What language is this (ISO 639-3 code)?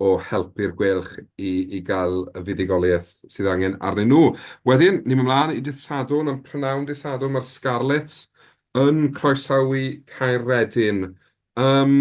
cym